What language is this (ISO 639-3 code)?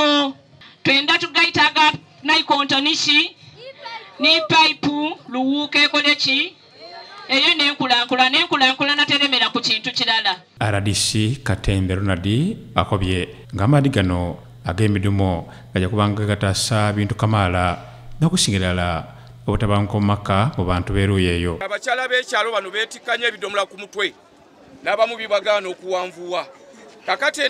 xog